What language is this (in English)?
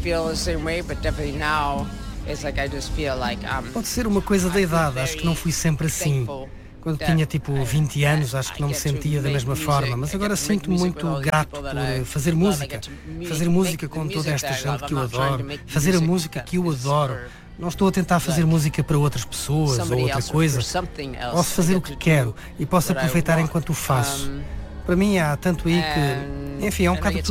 Portuguese